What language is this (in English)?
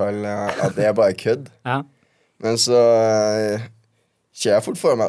Norwegian